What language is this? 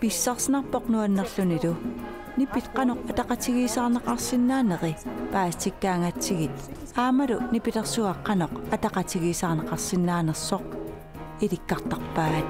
Kalaallisut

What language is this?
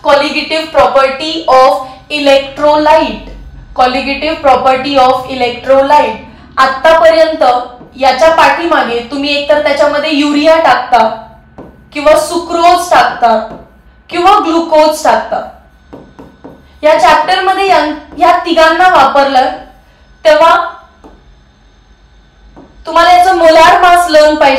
Marathi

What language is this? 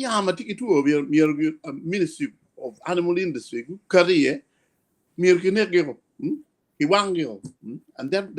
Acoli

